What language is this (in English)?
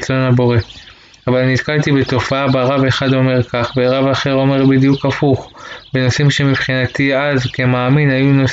Hebrew